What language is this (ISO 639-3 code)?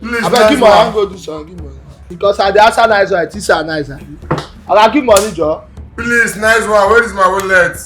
pcm